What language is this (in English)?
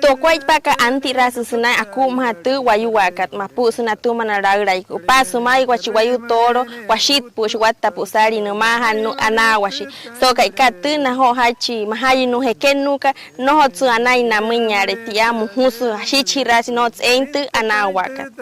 Wayuu